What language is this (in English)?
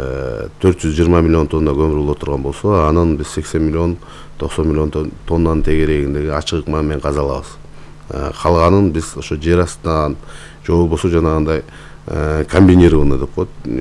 Kyrgyz